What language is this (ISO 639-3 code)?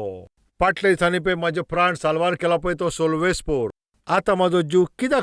kok